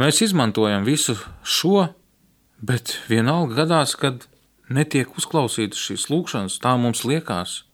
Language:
Latvian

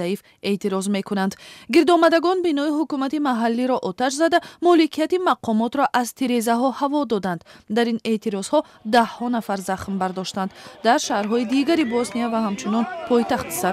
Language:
Tajik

